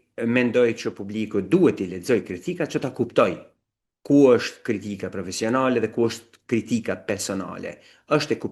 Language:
Albanian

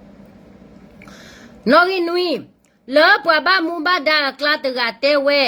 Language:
S'gaw Karen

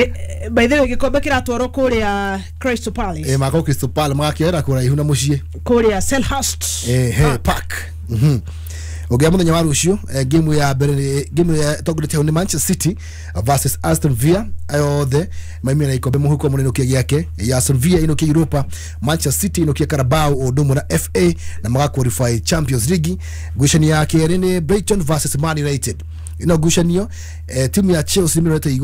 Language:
Kikuyu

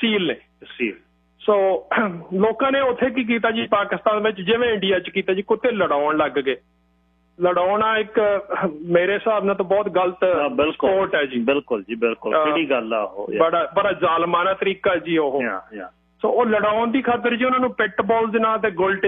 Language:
Punjabi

